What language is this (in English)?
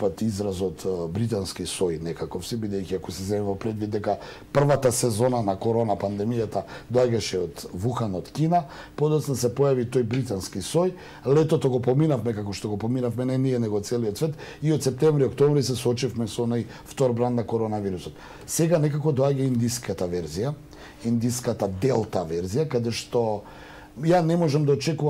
Macedonian